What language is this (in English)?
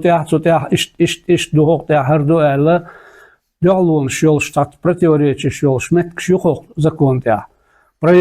Chechen